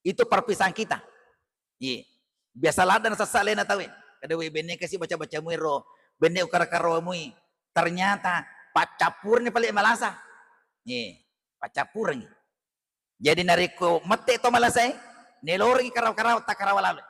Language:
Buginese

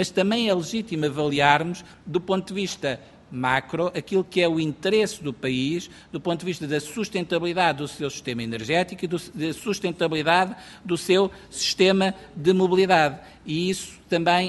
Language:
Portuguese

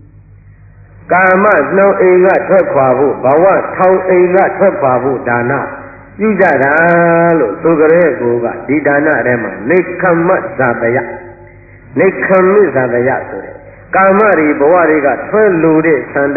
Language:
Burmese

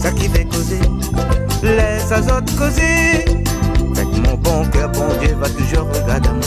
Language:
Réunion Creole French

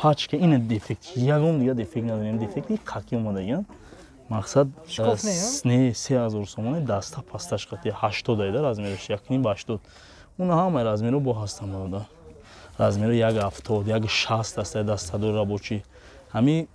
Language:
Tajik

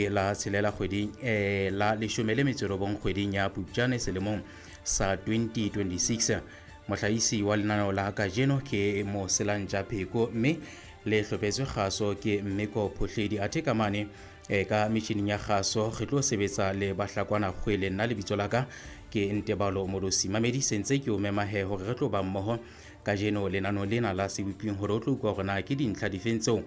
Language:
Southern Sotho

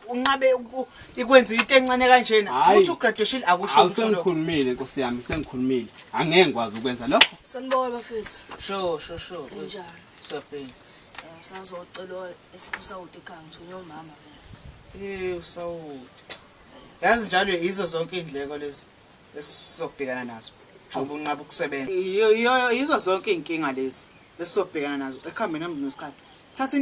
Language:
Zulu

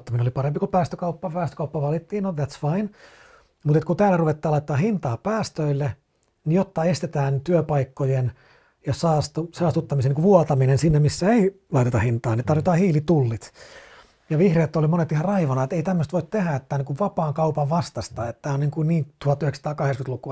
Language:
Finnish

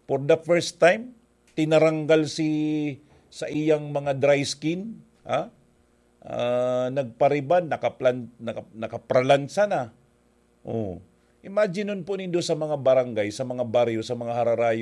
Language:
Bikol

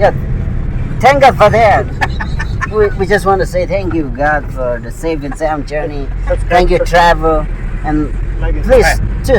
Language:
Tangkhul Naga (India)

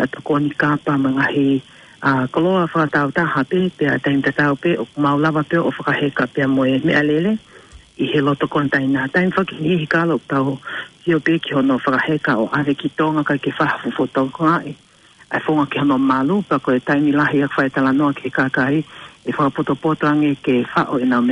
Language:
Tongan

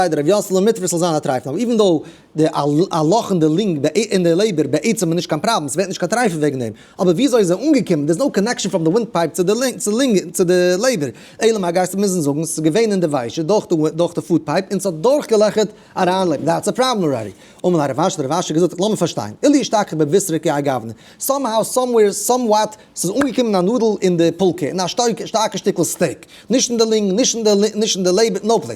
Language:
Yiddish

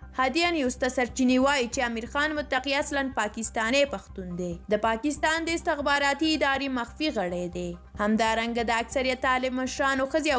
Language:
Pashto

